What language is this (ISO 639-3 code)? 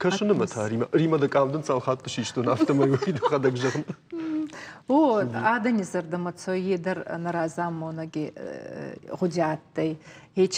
oss